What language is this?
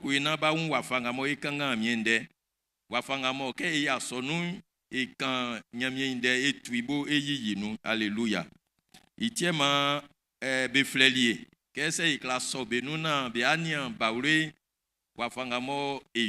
Baoulé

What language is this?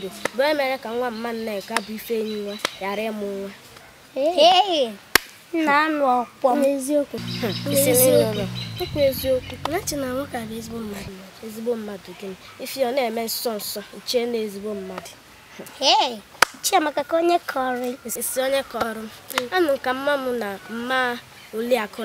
Igbo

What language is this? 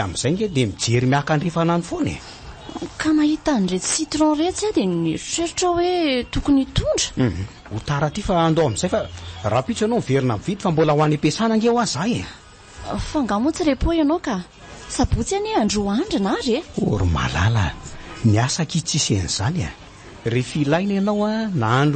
Malagasy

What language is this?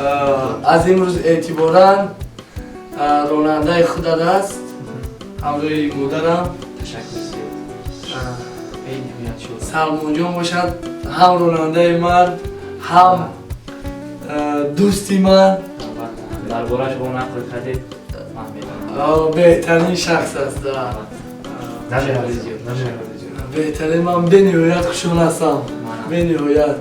Tajik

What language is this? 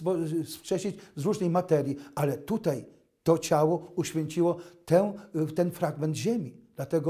Polish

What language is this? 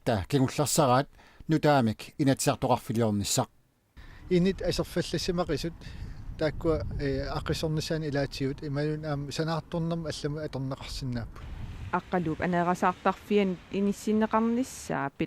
Kalaallisut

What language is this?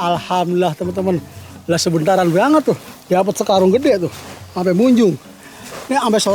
Betawi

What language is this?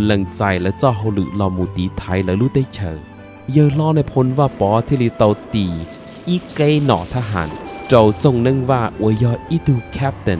Hmong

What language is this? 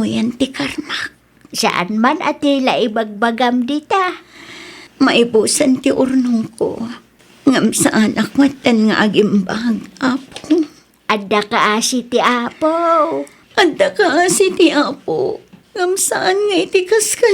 Iloko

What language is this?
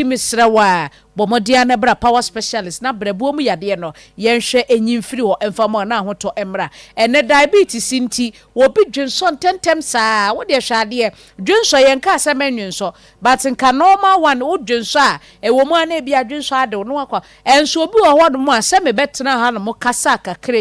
Akan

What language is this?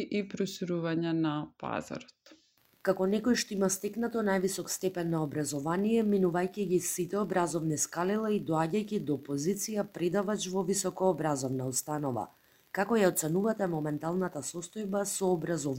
Macedonian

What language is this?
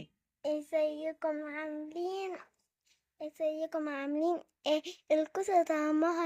Egyptian Arabic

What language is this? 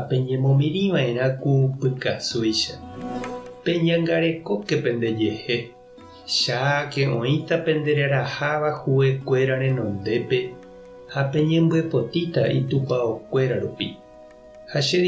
Guarani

